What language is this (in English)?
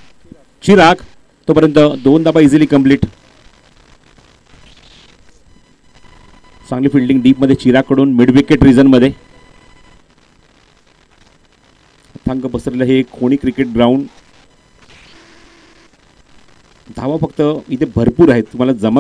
Marathi